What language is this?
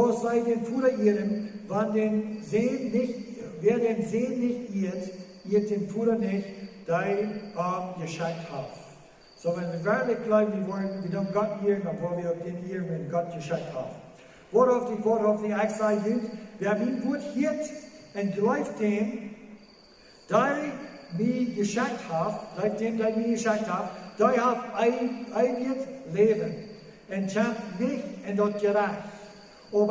Plautdietsch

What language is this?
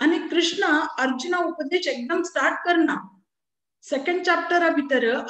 Konkani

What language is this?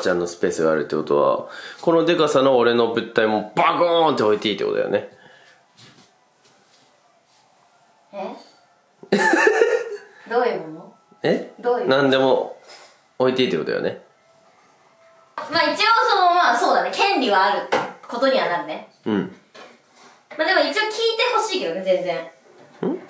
Japanese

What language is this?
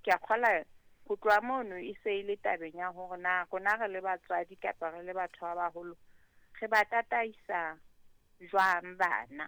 Southern Sotho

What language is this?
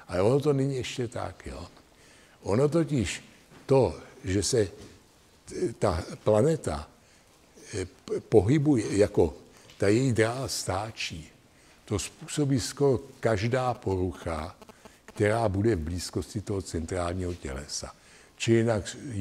Czech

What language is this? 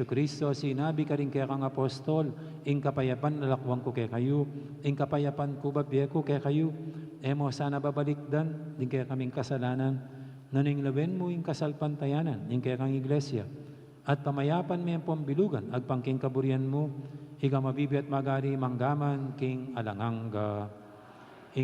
Pampanga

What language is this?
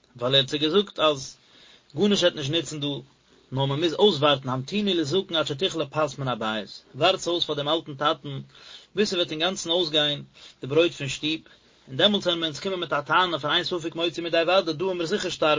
Yiddish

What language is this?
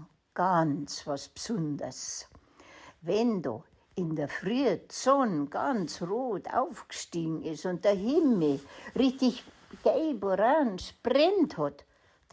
Bavarian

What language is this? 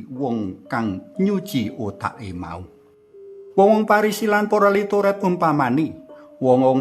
Javanese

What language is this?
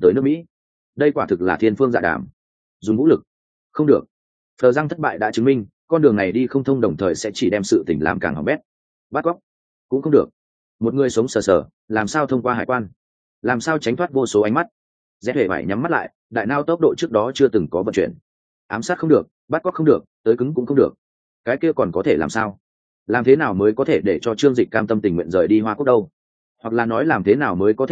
Vietnamese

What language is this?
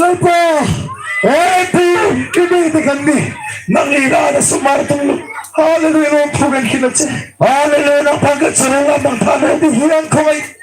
Karbi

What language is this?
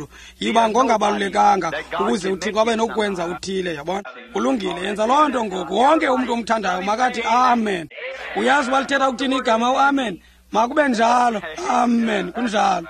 Xhosa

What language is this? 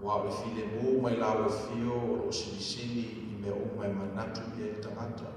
Samoan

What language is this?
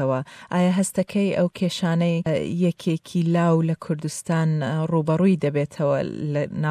Central Kurdish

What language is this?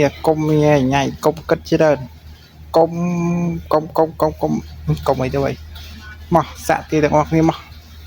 Khmer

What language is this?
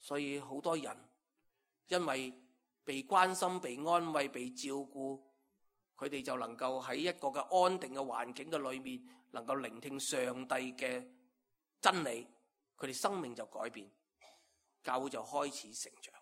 Cantonese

